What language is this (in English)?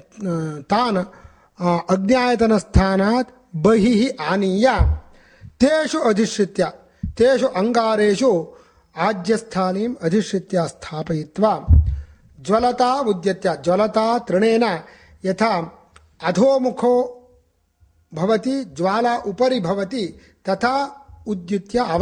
Sanskrit